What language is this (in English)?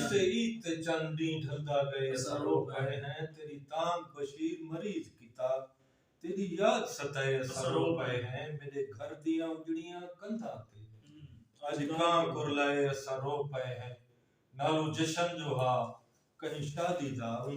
Saraiki